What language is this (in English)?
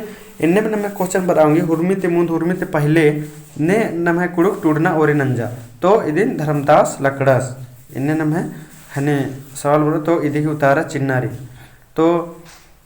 Kurukh